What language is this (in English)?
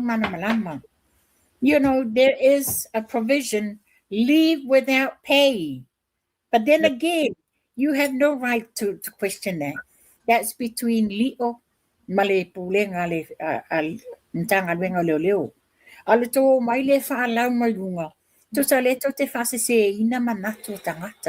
Samoan